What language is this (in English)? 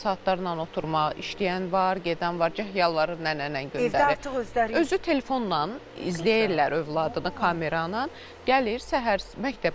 Azerbaijani